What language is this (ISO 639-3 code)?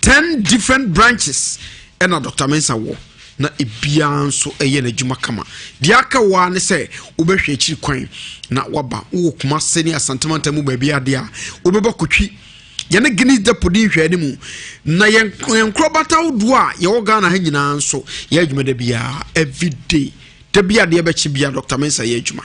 aka